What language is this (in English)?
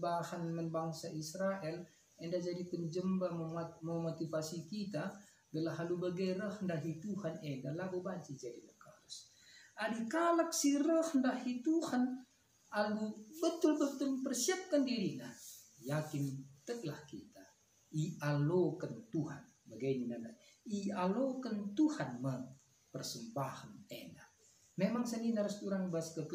Batak Karo